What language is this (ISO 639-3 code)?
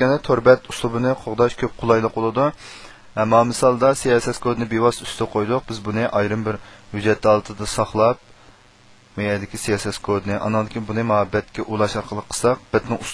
uig